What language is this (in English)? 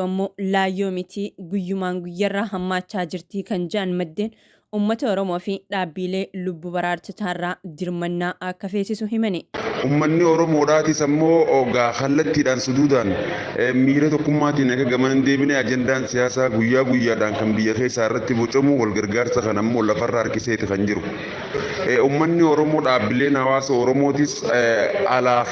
Oromo